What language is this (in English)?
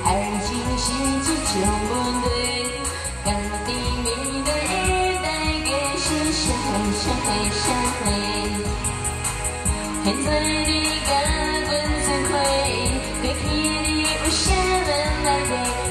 Min Nan Chinese